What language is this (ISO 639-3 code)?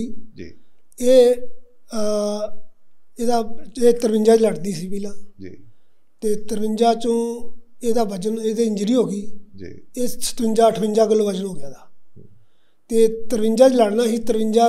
pan